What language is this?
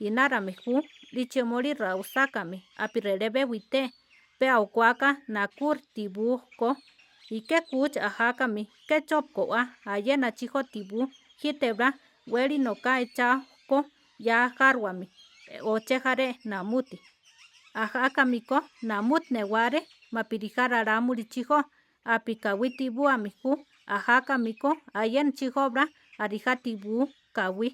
Central Tarahumara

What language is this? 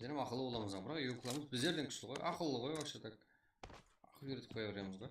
Kara-Kalpak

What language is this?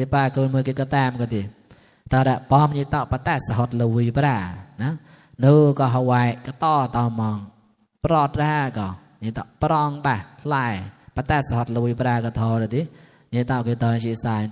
Mon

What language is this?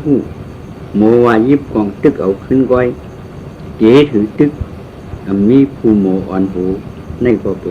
Shan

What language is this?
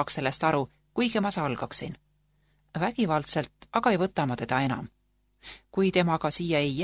Estonian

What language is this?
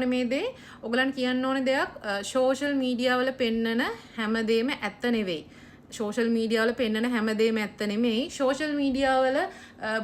Sinhala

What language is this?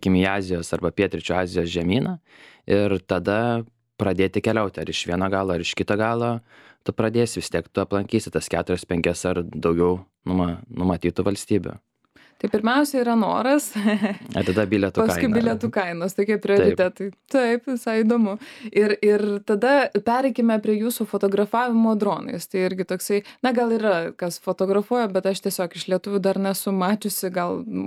Lithuanian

